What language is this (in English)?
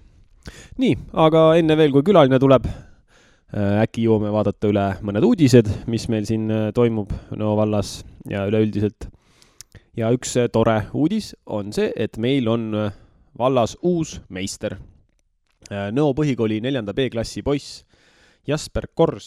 Estonian